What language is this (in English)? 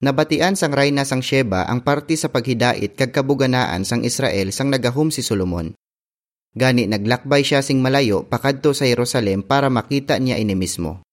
Hiligaynon